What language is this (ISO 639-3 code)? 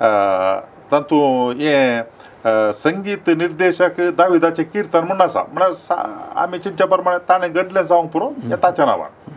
kok